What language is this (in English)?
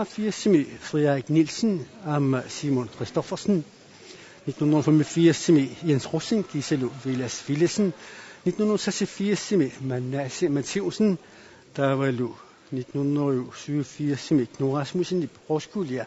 Kalaallisut